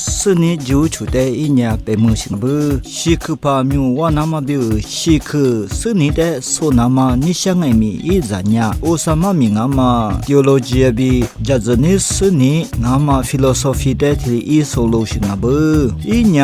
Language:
Lisu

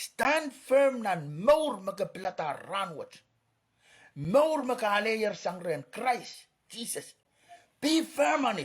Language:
Pohnpeian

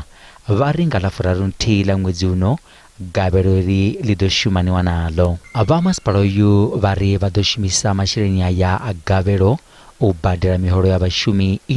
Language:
Venda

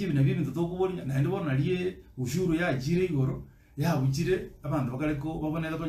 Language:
Gusii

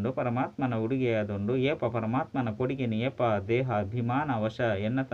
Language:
Tulu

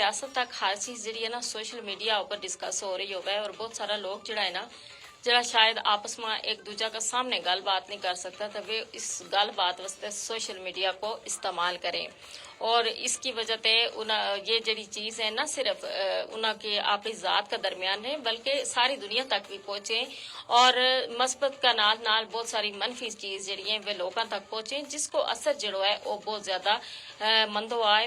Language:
Gujari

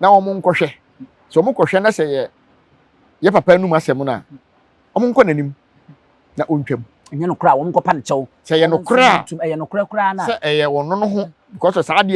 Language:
Akan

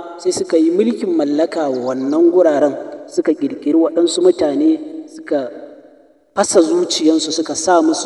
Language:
Hausa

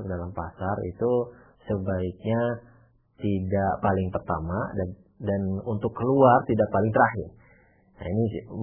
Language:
Indonesian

